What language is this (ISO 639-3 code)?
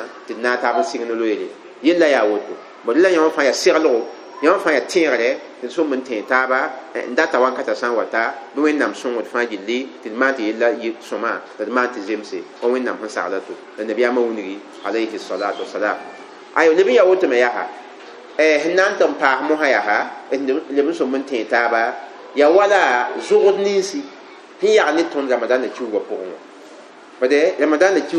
mos